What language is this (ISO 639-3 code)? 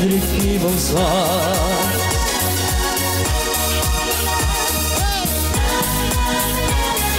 nld